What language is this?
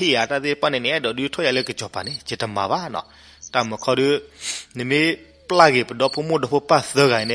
S'gaw Karen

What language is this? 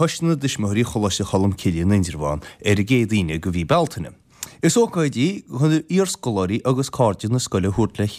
Irish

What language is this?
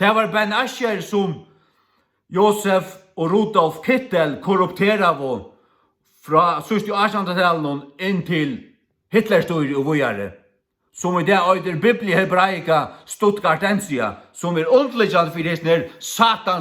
Faroese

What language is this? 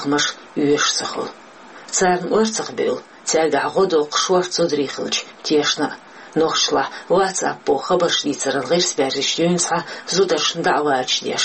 Chechen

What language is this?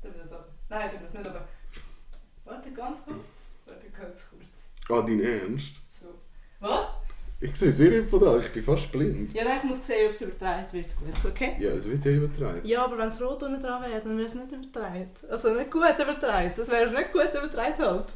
Swiss German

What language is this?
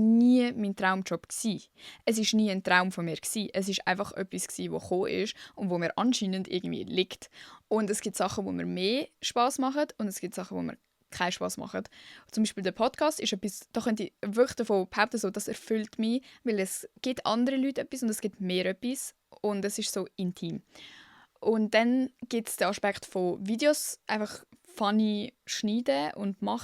Swiss German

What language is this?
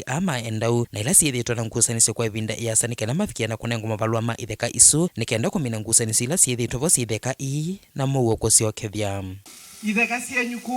Kamba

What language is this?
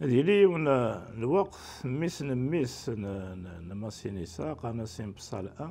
Kabyle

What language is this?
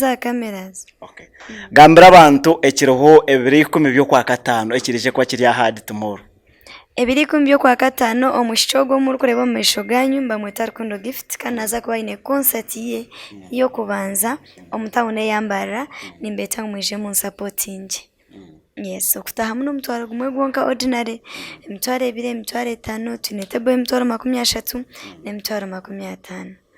Nyankole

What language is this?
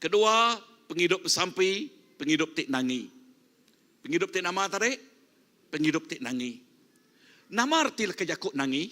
Iban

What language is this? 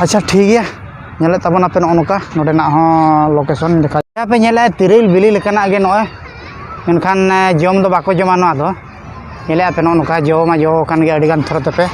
Santali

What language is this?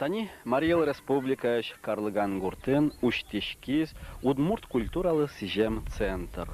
Udmurt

